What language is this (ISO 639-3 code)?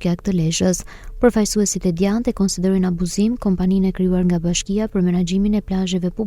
sqi